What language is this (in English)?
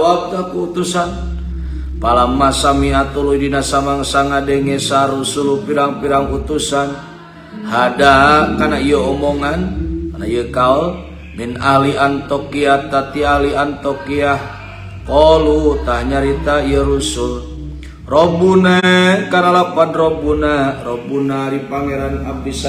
Sundanese